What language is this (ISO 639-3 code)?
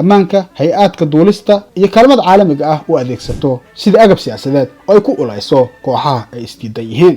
som